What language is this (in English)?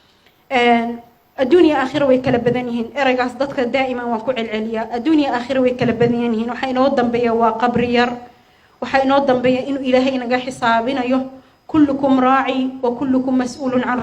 Somali